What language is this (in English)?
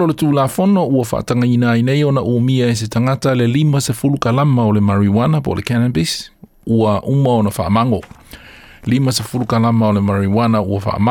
Samoan